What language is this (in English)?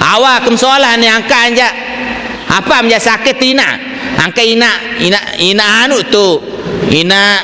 Sasak